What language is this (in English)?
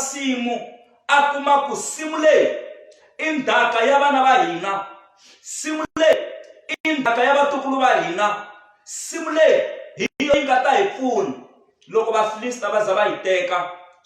Tsonga